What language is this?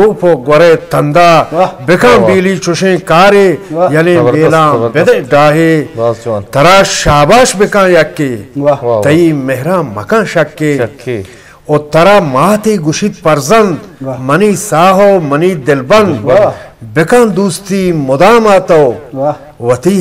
Eastern Balochi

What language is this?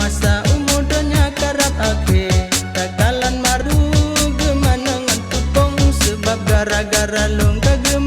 Achinese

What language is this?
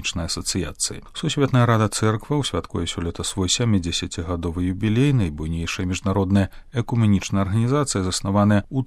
Belarusian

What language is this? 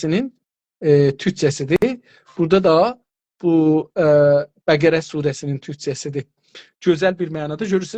South Azerbaijani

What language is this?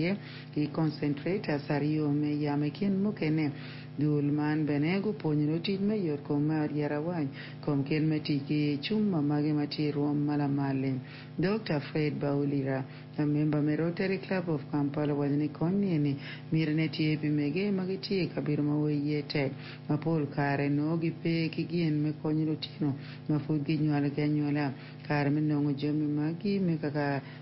Acoli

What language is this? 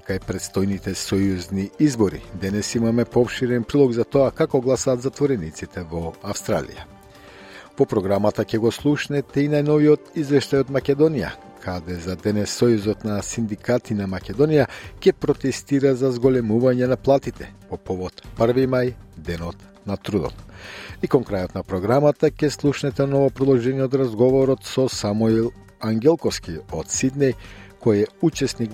Macedonian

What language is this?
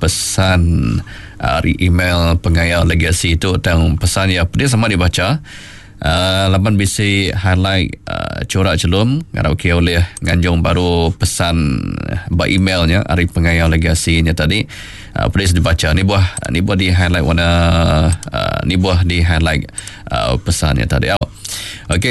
Iban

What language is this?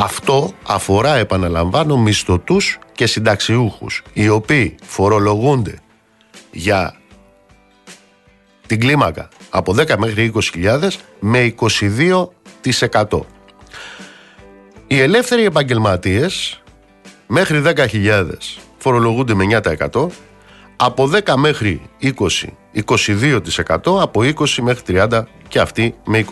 Greek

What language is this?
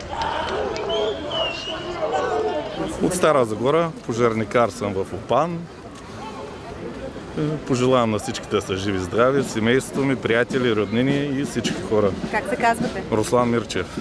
Bulgarian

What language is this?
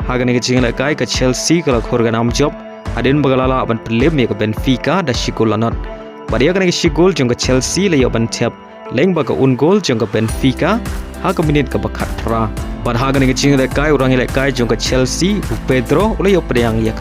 Khasi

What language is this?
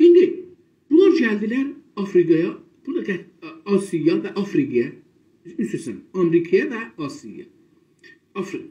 South Azerbaijani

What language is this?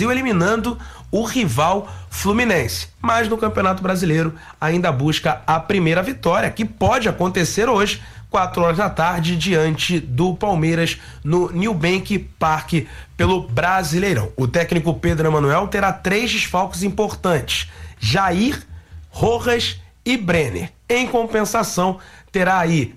Portuguese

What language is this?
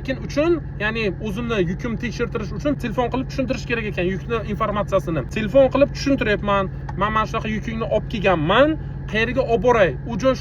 Uzbek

